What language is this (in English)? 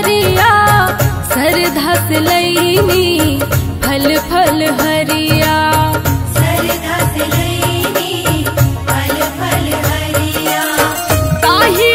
Bhojpuri